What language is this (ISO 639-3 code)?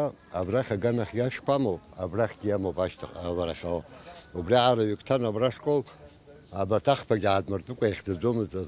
abk